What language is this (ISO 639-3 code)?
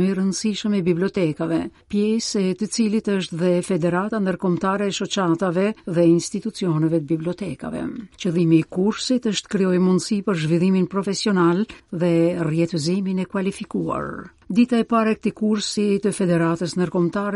sqi